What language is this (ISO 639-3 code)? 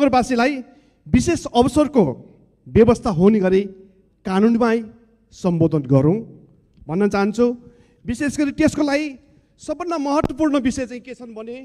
nep